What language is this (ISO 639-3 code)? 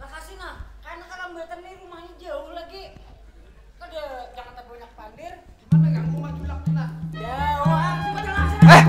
bjn